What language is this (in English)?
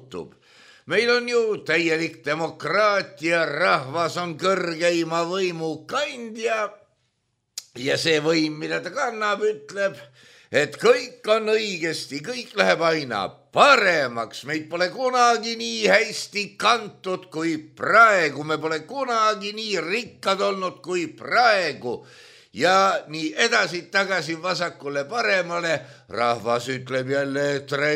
Estonian